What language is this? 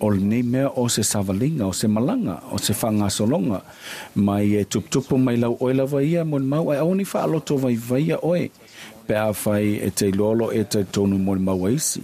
Samoan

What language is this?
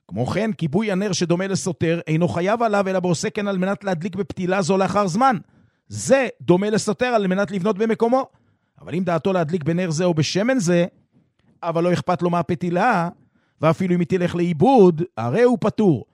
Hebrew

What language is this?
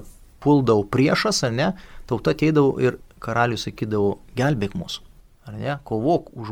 Lithuanian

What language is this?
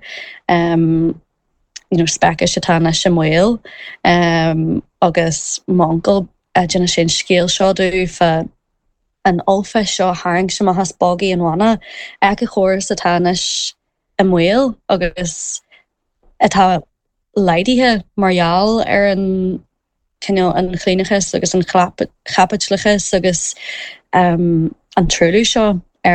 Irish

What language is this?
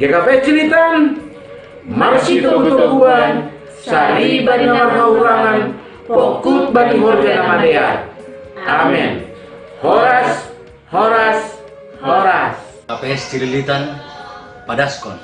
Batak Simalungun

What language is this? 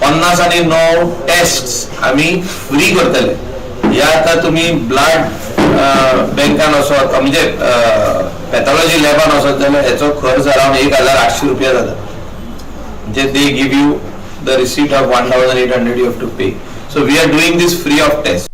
Konkani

